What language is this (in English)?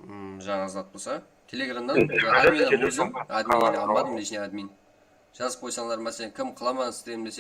Kara-Kalpak